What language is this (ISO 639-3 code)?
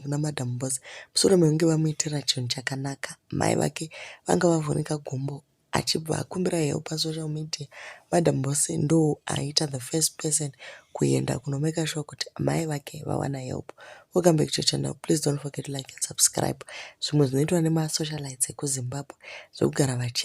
sna